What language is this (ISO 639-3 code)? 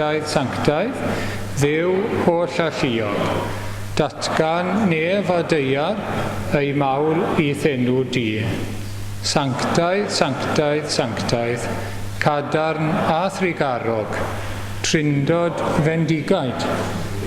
cym